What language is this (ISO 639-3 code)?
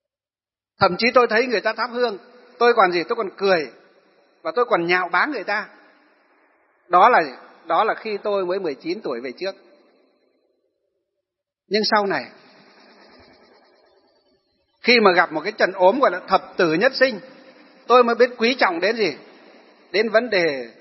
vie